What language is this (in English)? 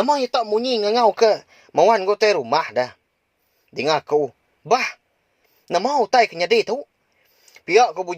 Iban